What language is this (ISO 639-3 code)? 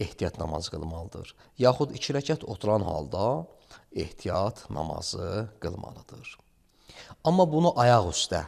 aze